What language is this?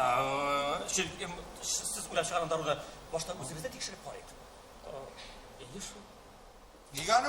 Tatar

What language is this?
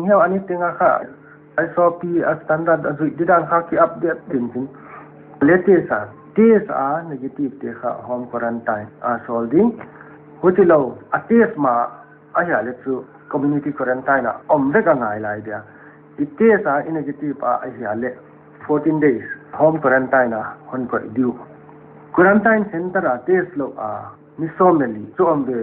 Paite Chin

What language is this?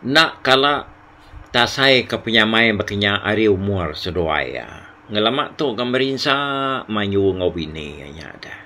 Iban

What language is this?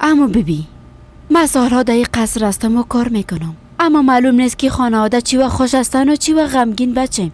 Persian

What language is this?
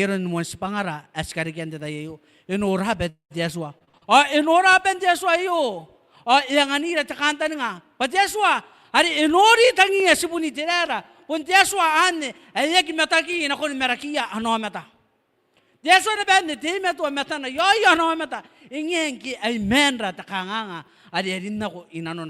Gilbertese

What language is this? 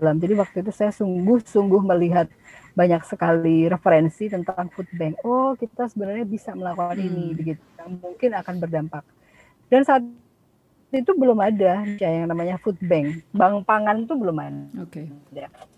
Indonesian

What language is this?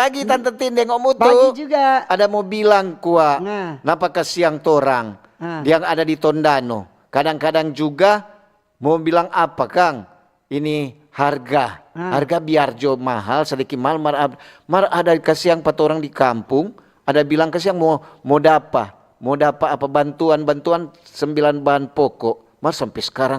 Manado Malay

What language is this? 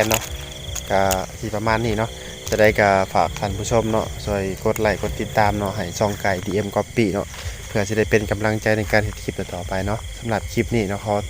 Lao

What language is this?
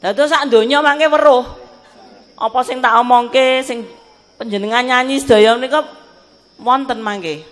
Javanese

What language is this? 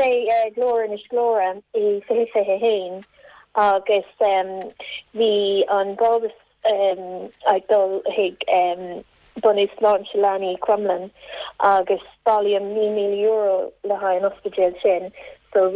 Irish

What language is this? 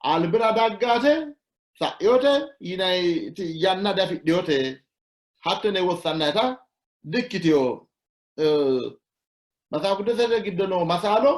Sidamo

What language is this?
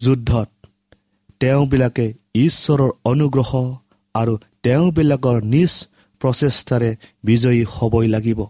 Assamese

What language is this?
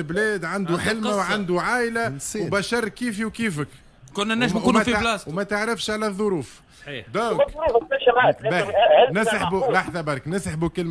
Tunisian Arabic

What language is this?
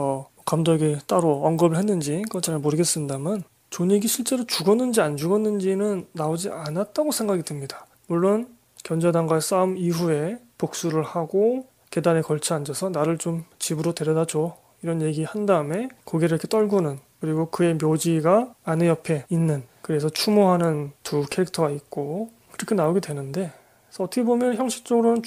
Korean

